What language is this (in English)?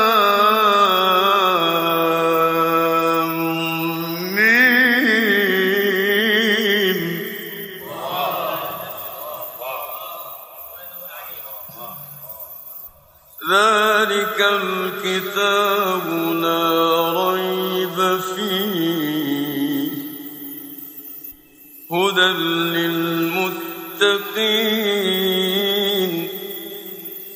Arabic